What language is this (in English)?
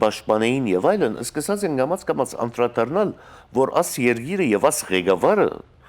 Western Armenian